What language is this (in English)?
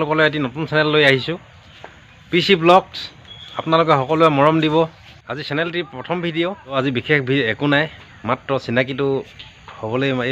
Assamese